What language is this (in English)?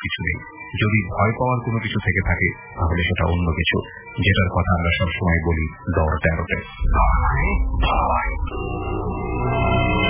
Bangla